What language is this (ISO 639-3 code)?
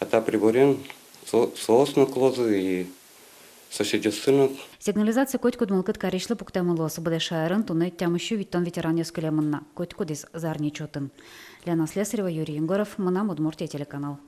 udm